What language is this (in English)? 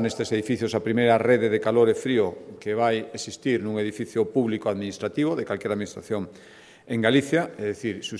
Galician